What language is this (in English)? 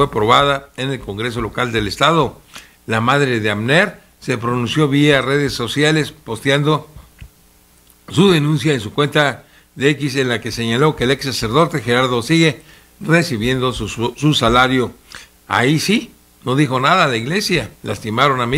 Spanish